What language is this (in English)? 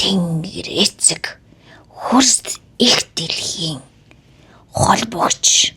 Mongolian